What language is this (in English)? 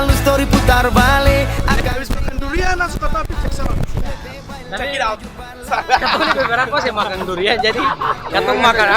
Ambonese Malay